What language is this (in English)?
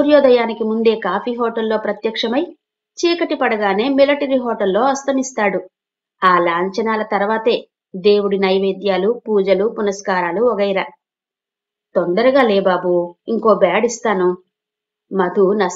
Telugu